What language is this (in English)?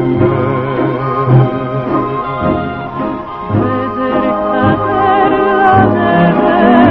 Italian